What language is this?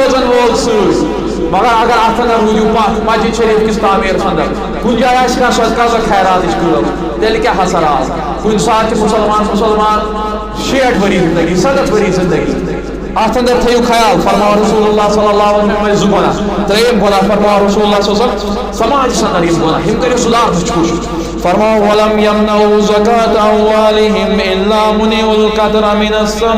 Kashmiri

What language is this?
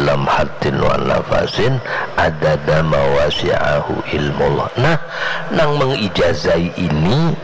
Banjar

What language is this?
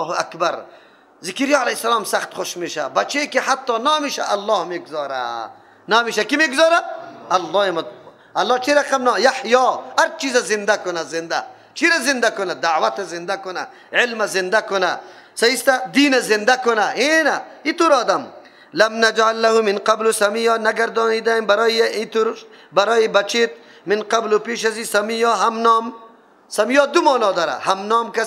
Persian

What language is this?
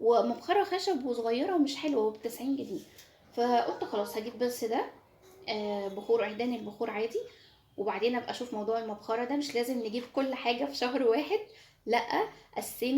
Egyptian Arabic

